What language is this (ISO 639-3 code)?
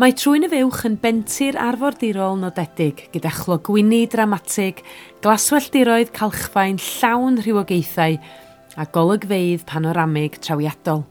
cym